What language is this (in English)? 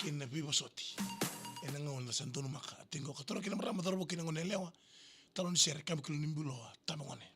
Fijian